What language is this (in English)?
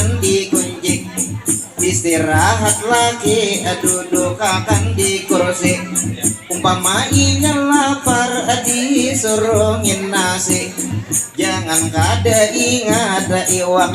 Banjar